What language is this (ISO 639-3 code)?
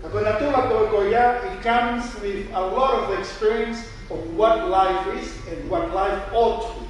ton